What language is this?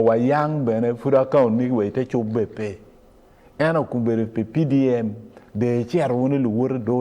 Acoli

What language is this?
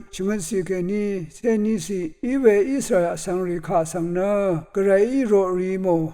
Rawang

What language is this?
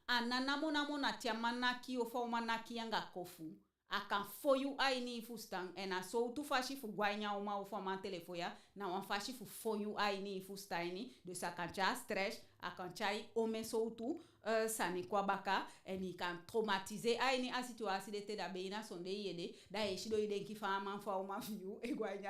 Eastern Maroon Creole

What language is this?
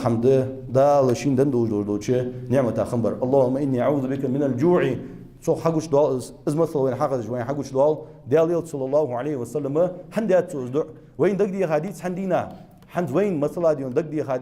Ingush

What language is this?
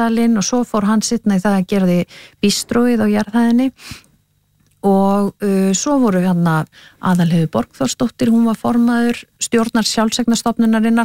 Icelandic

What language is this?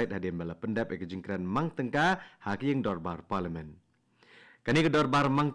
Khasi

